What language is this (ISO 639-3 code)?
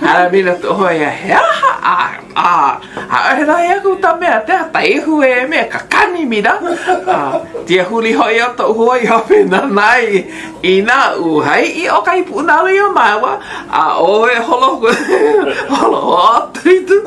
haw